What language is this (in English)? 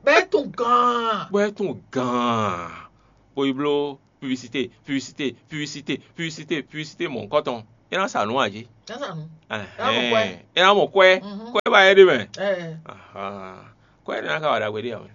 Fon